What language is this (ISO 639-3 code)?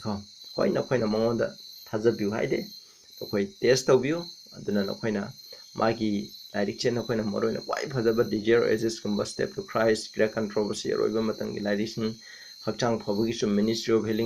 mni